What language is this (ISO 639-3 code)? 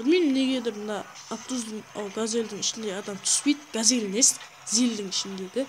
kaa